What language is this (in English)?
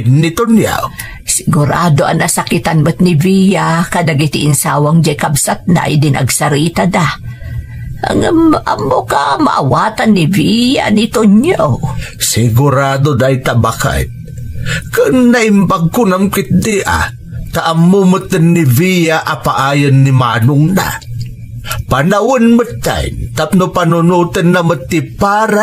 Iloko